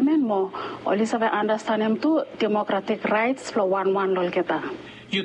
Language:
Bislama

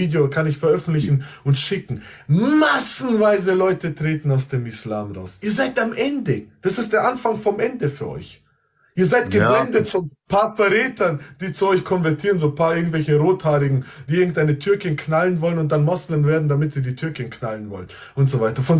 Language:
German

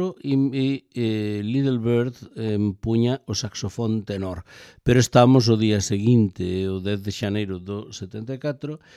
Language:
Galician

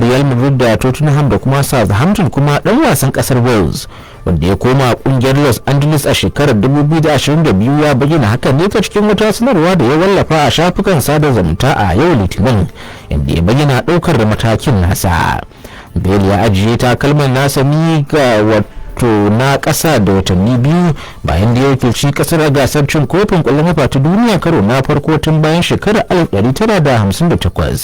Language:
Hausa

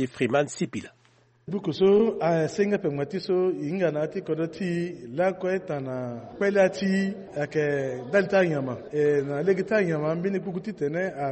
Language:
Sango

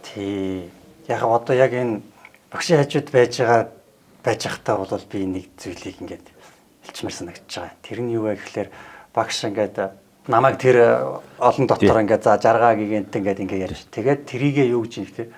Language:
Mongolian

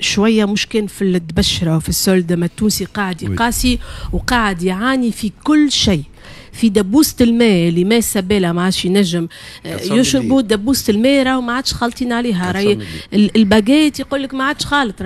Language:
Tunisian Arabic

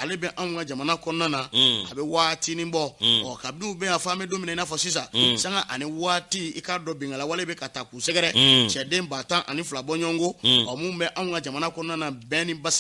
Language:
Bambara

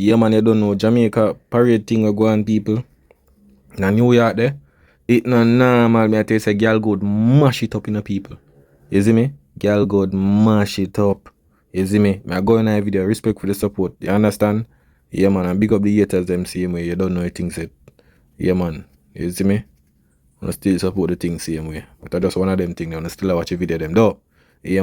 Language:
Jamaican Creole English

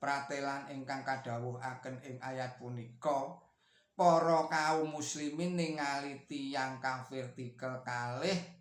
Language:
Javanese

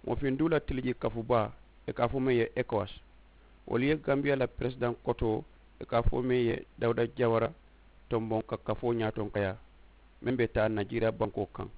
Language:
Mandingo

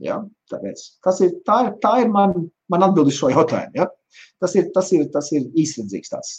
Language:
Latvian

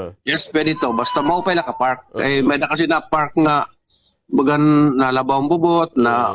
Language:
Waray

